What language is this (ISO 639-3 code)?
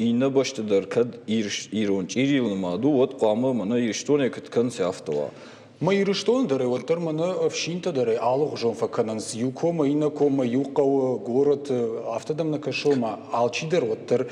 oss